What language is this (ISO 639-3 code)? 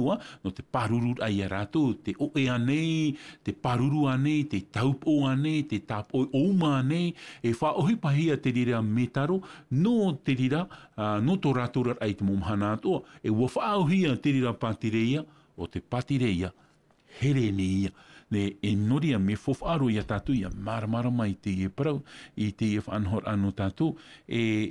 tah